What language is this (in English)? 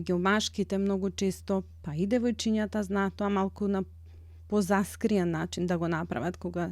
Macedonian